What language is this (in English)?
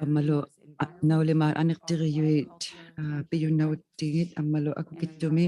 Inuktitut